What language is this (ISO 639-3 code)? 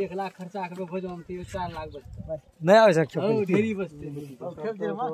mai